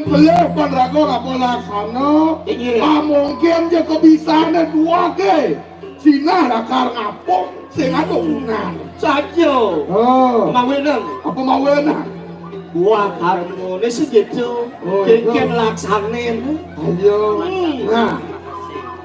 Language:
Balinese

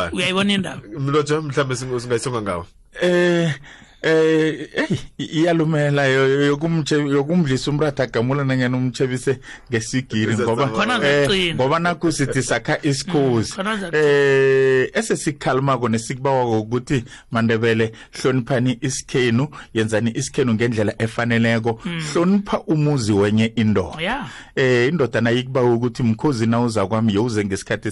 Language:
South Ndebele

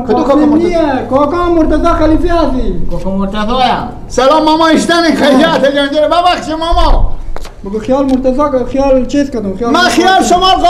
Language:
Persian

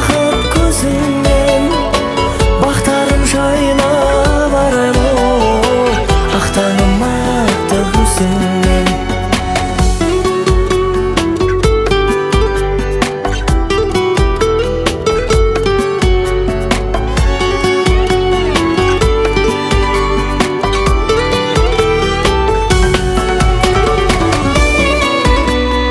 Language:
Kazakh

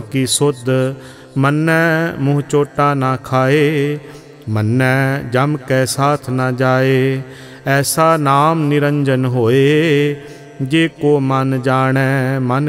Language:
Punjabi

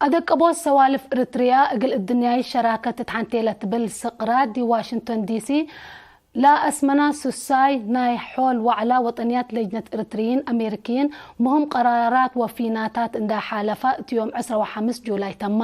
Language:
Tigre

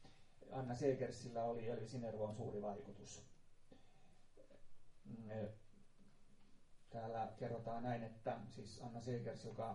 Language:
Finnish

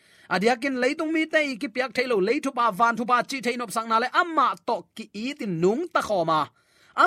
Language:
Tedim Chin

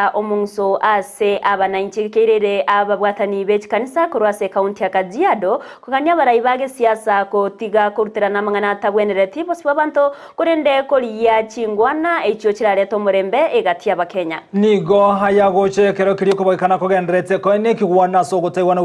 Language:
Gusii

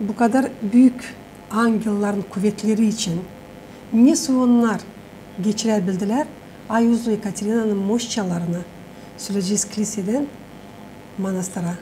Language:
Gagauz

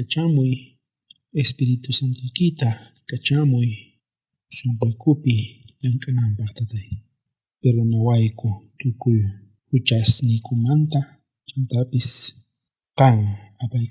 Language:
South Bolivian Quechua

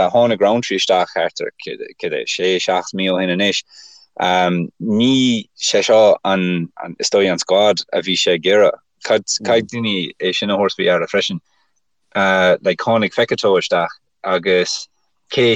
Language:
Irish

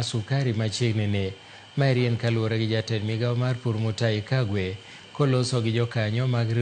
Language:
Luo (Kenya and Tanzania)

